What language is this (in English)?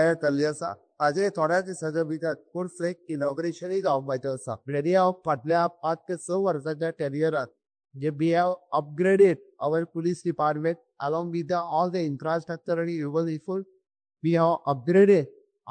Konkani